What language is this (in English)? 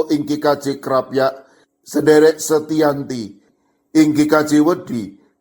Javanese